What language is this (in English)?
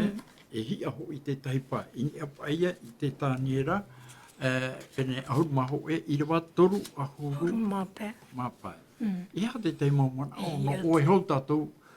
Tahitian